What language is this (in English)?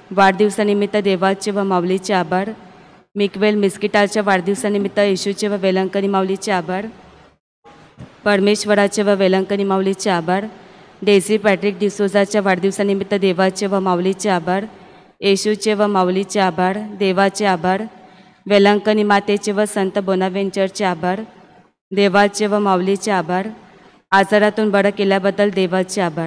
Marathi